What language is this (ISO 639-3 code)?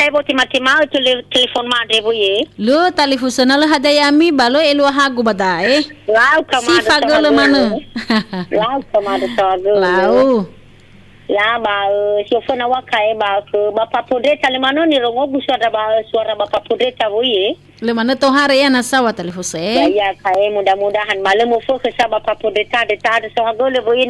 nia